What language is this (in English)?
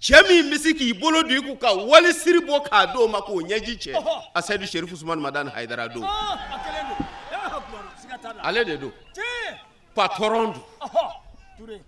Bambara